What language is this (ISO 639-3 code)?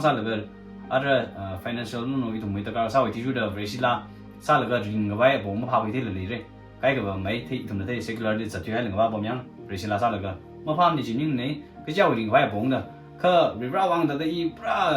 nmf